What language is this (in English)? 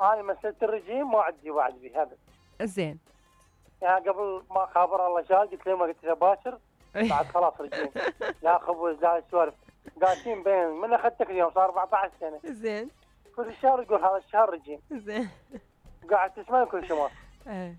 Mesopotamian Arabic